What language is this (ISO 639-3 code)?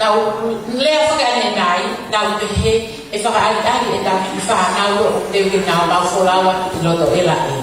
ton